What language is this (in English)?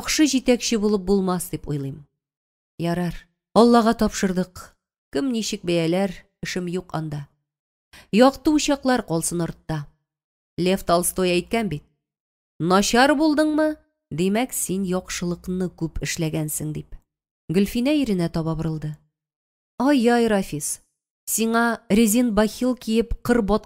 Tatar